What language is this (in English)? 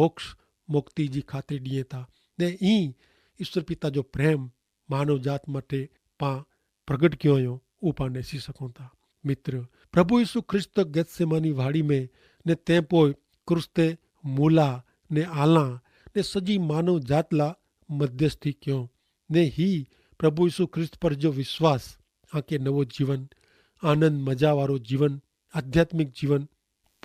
Kachhi